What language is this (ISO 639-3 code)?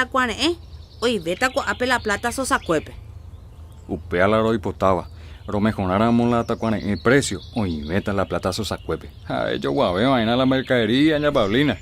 grn